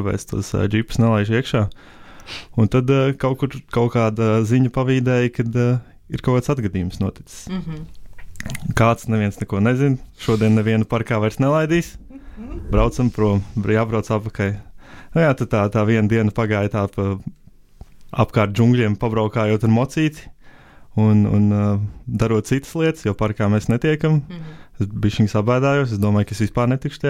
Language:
Latvian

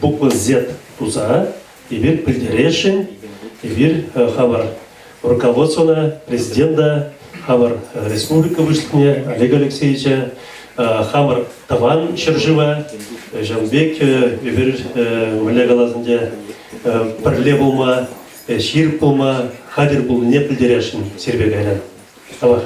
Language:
Chuvash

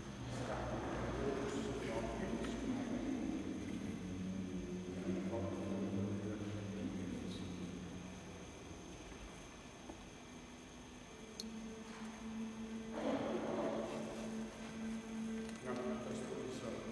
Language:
Danish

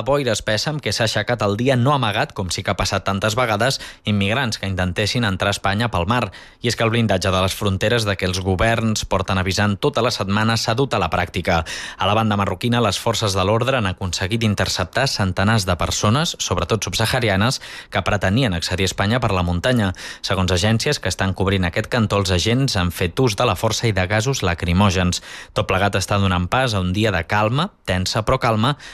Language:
Catalan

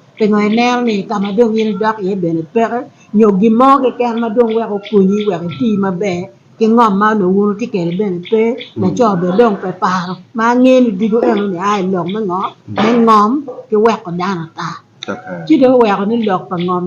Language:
Acoli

